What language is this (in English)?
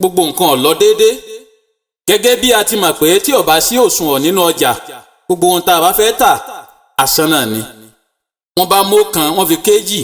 Yoruba